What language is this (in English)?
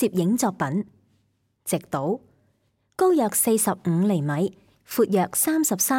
Cantonese